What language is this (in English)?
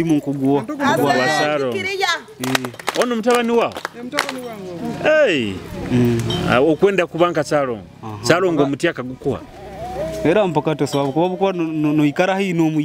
Nyoro